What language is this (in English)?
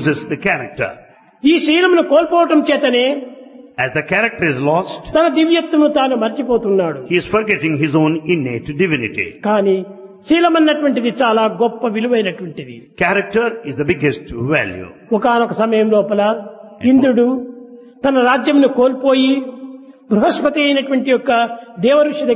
Telugu